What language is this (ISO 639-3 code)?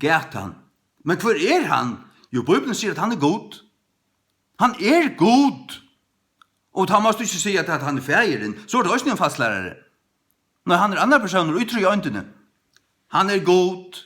fao